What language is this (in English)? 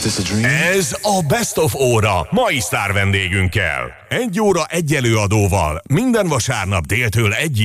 Hungarian